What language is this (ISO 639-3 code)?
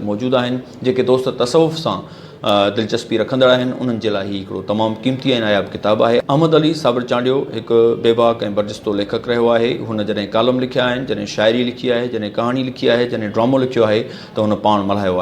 snd